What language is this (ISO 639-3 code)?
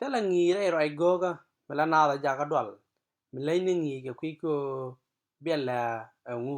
nus